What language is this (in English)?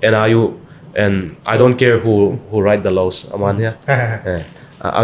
Tedim Chin